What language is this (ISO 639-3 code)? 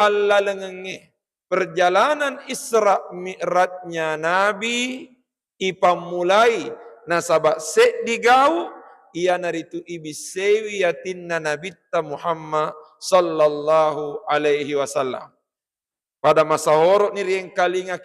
bug